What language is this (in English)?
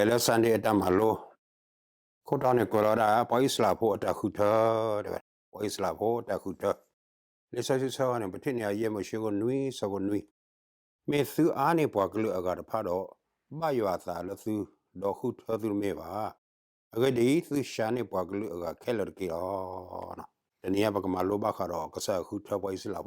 S'gaw Karen